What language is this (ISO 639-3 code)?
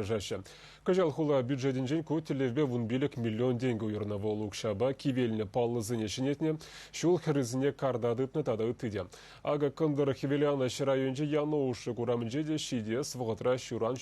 chv